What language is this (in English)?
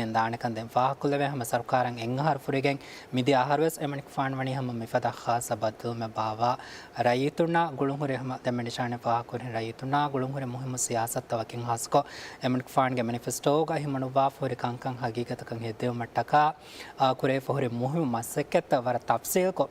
Divehi